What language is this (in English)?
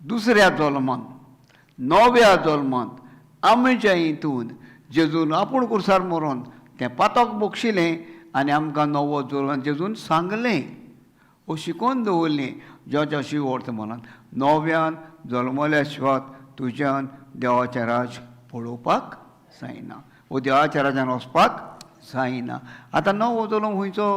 Konkani